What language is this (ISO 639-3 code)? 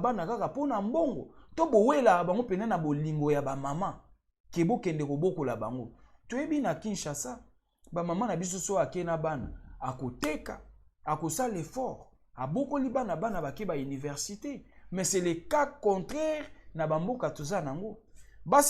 lin